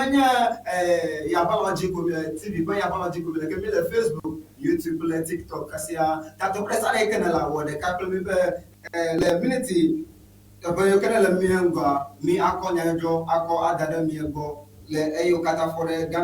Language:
Ewe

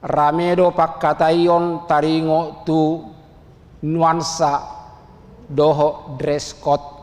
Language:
Batak Toba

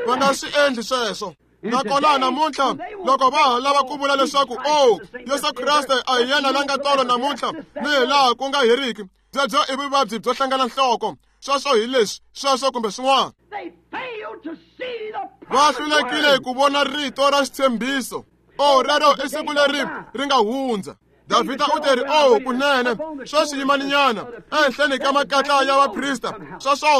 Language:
Tsonga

